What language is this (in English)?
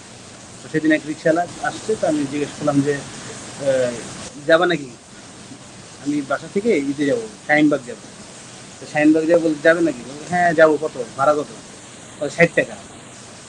Bangla